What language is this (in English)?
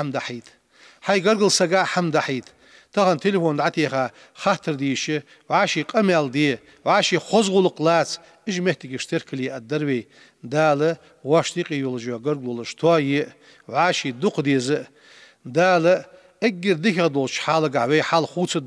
Ingush